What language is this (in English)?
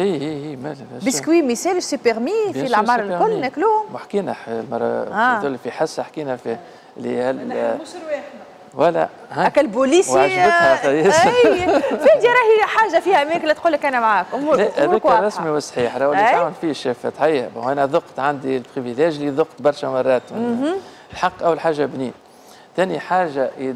Tunisian Arabic